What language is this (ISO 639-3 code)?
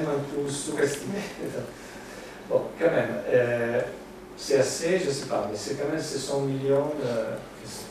fra